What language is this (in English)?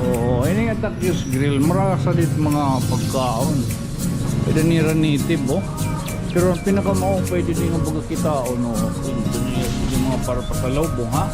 Waray